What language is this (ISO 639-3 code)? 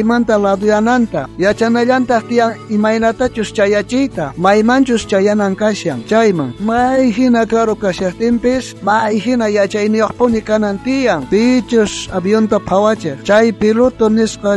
quh